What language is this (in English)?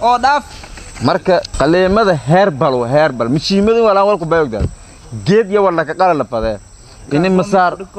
Somali